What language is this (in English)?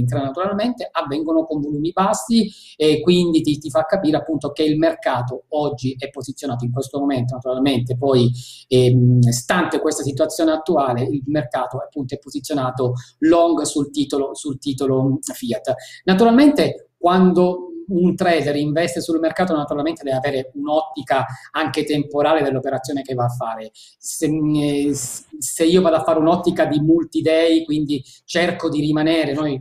Italian